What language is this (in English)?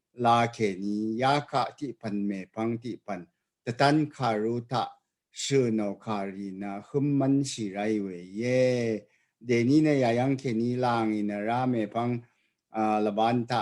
Rawang